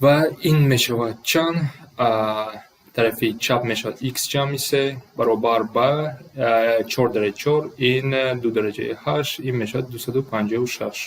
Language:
Tajik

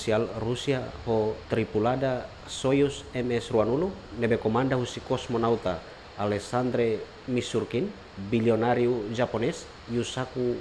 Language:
Tetum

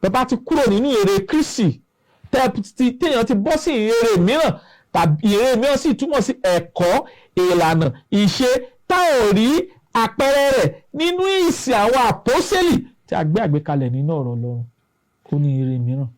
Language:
Yoruba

